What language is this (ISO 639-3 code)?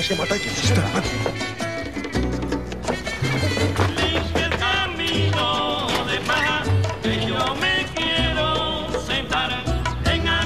ell